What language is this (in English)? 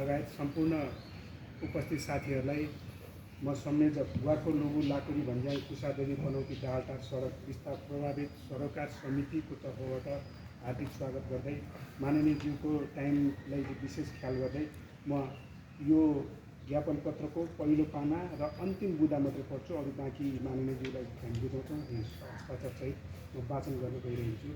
Nepali